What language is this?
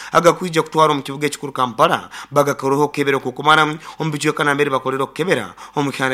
Nyoro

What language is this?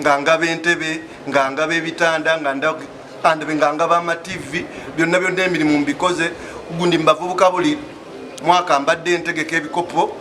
Ganda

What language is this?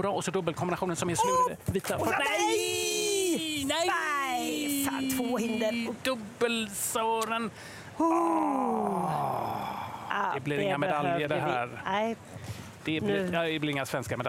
Swedish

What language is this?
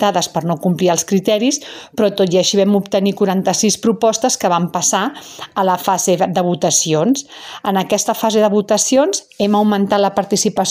Catalan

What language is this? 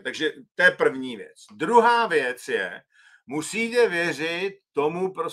Czech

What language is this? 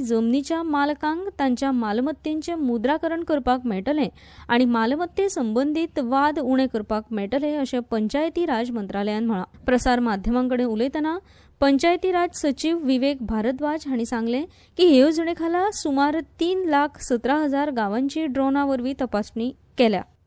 Konkani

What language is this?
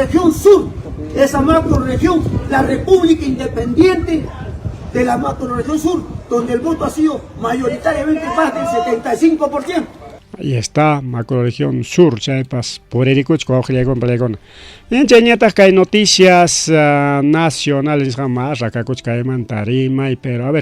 Ayacucho Quechua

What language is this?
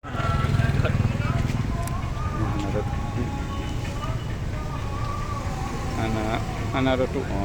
Achinese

